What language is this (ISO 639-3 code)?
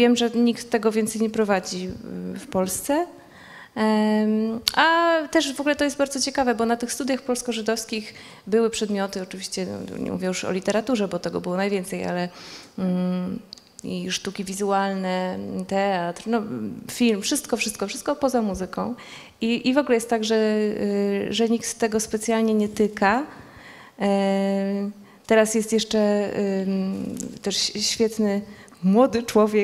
pol